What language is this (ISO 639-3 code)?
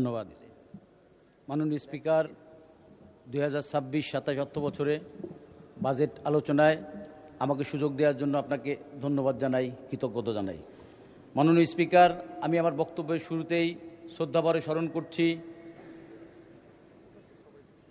ben